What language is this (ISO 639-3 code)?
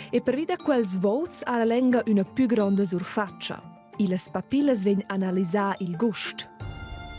roh